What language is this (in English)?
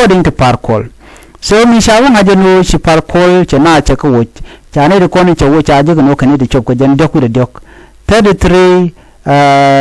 Nuer